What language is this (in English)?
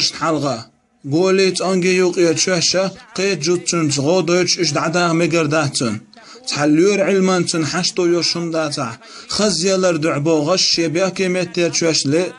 Chechen